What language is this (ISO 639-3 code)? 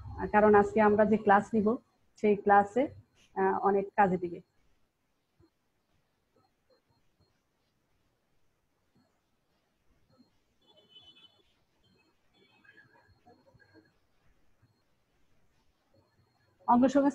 ben